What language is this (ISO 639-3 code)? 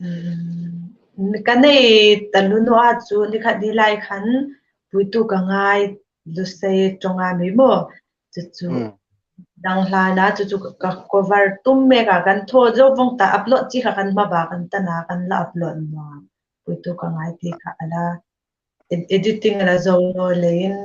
hmr